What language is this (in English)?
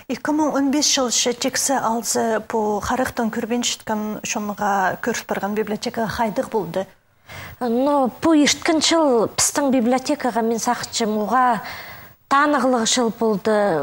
Khakas